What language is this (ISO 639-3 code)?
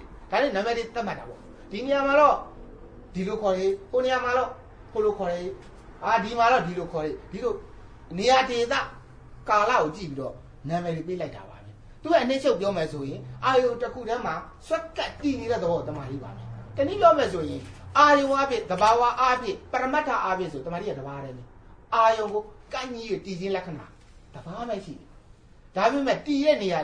mya